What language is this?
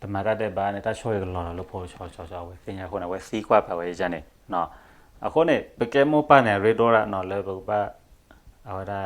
S'gaw Karen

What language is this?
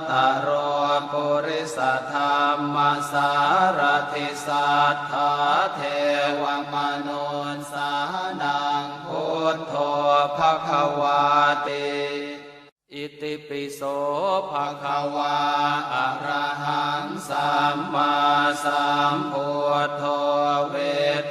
Pali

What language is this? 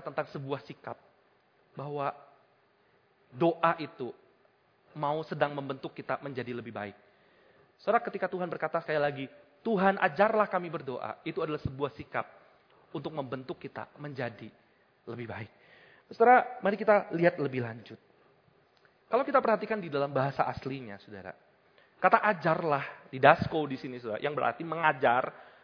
Indonesian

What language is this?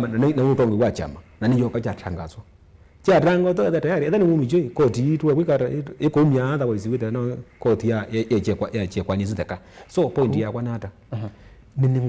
Kamba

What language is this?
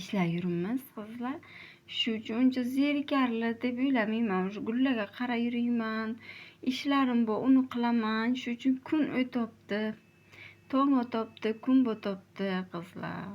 Uzbek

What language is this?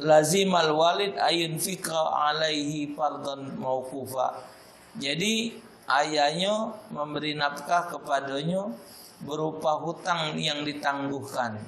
Musi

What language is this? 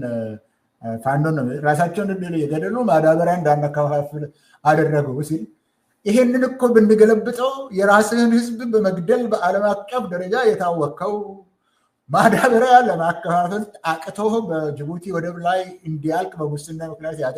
Amharic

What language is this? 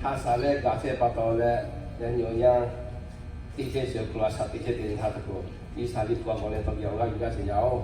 Lahu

